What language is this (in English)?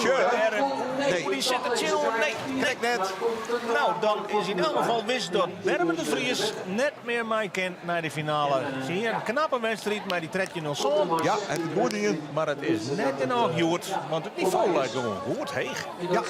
Western Frisian